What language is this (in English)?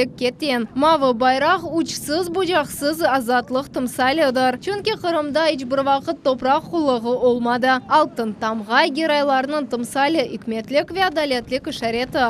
Crimean Tatar